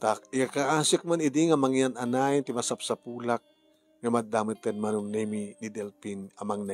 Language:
Iloko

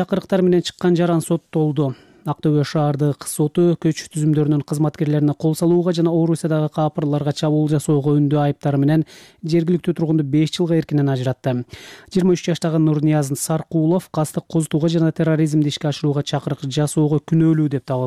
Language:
Kyrgyz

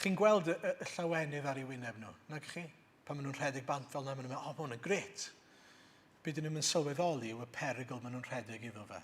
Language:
Welsh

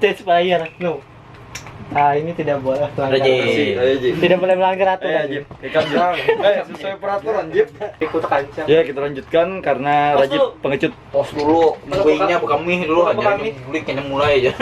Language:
Banjar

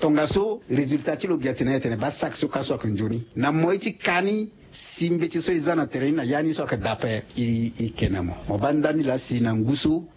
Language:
Sango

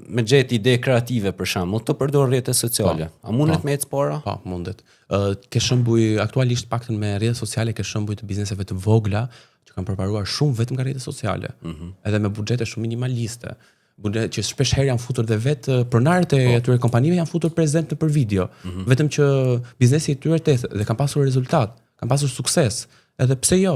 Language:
Albanian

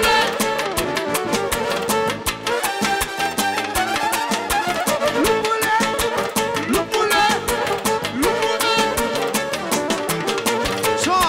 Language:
Romanian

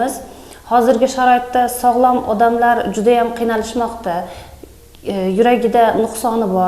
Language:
Uzbek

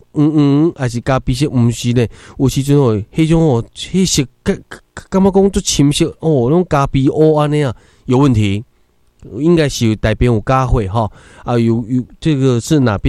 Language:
Min Nan Chinese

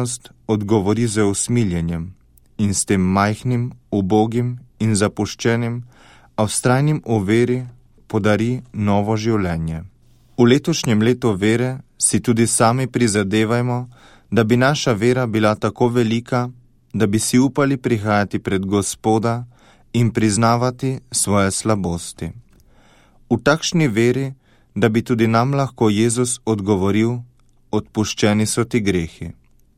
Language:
Slovenian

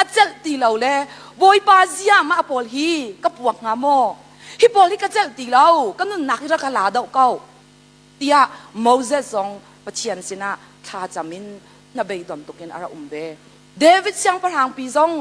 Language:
Hakha Chin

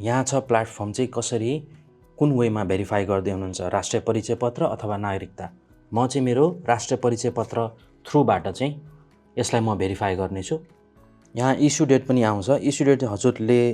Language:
Nepali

